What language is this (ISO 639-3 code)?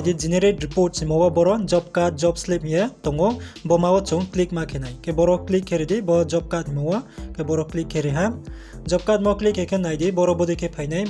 ria